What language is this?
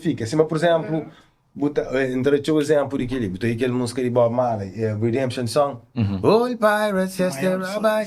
Kabuverdianu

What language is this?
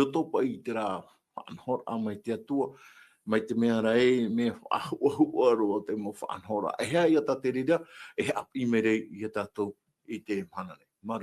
Tahitian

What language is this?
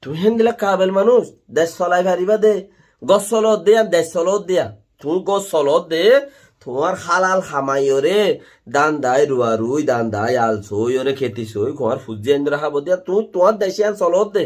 Rohingya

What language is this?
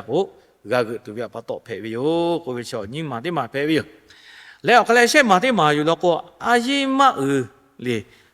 Lahu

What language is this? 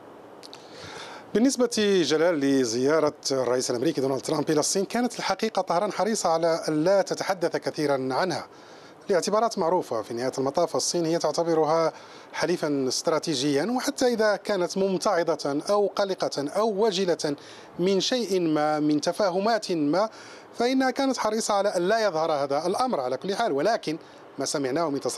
Arabic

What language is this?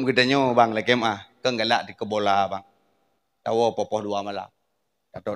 Achinese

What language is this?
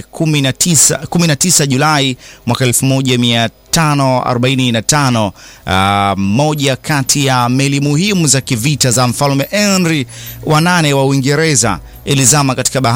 Swahili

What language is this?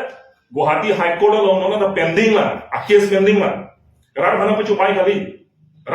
Karbi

